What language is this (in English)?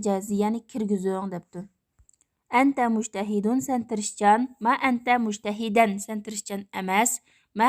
Uyghur